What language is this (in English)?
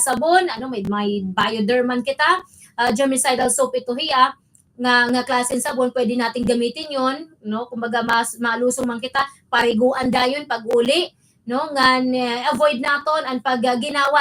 Waray